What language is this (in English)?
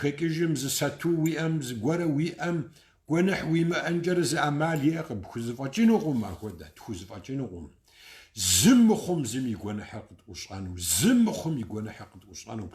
Kabardian